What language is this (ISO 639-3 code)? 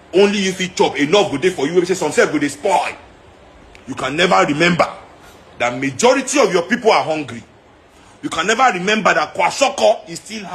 pcm